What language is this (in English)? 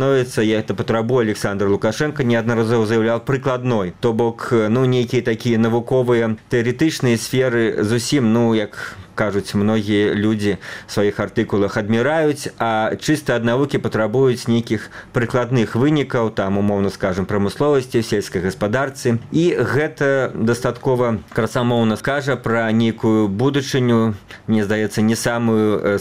Belarusian